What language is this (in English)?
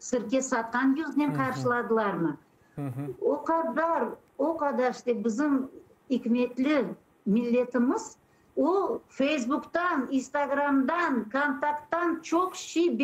Crimean Tatar